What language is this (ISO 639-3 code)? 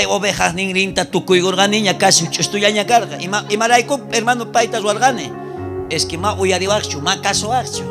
quh